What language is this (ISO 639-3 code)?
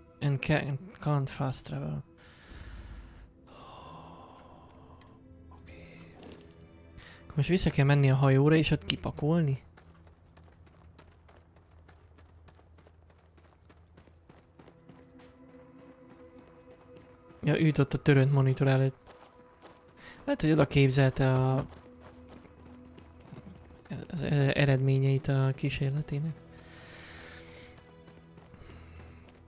hun